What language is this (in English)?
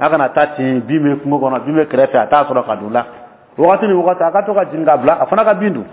Dyula